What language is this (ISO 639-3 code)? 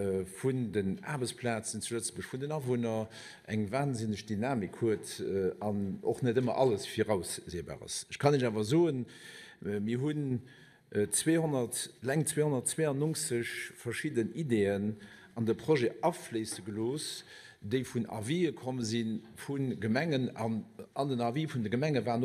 ltz